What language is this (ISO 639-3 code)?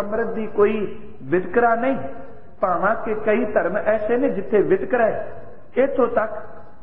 pan